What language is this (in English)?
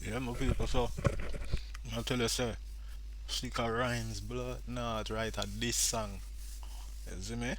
Jamaican Creole English